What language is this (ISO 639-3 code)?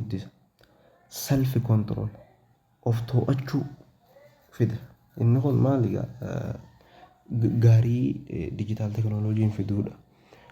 orm